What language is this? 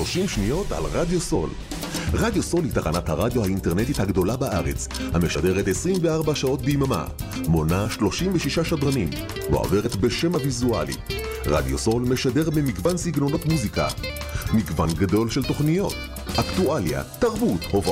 Hebrew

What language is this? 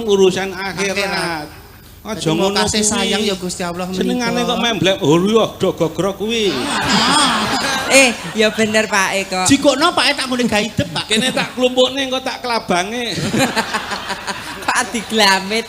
Javanese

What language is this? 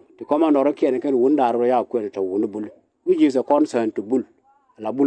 Nuer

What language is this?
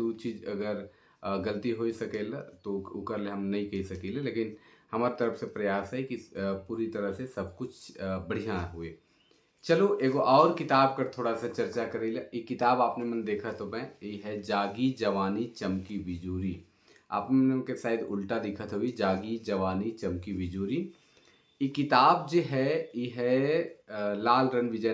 Sadri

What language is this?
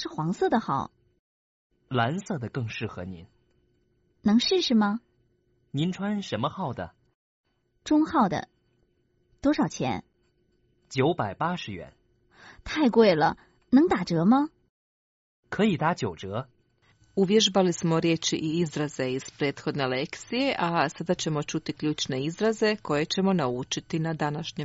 Croatian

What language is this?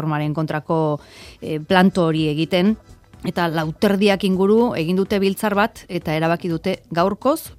Basque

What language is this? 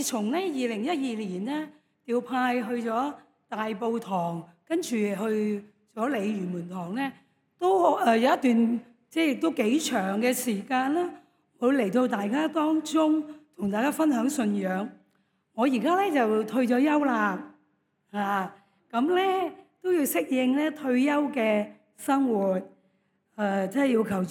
Cantonese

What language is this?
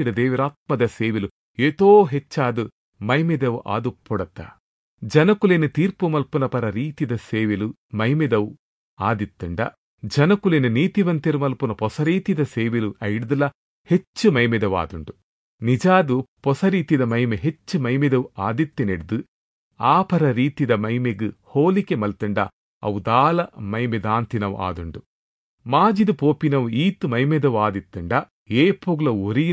Tulu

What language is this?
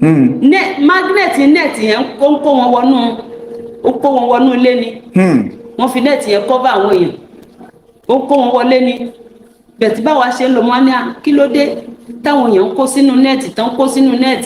Yoruba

